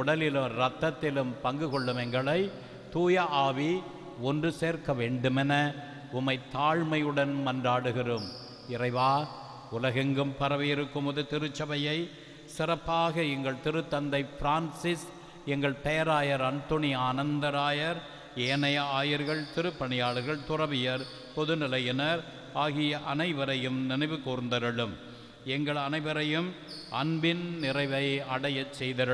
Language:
Tamil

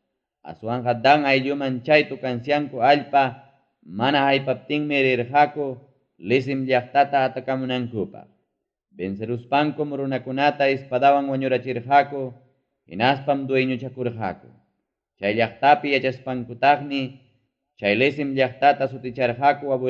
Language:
Ayacucho Quechua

